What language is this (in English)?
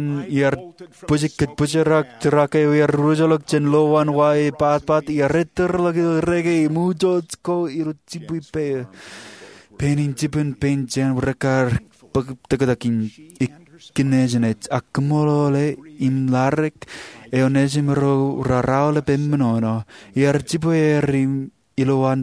Marshallese